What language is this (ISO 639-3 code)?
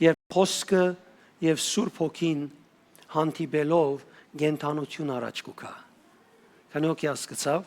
hyw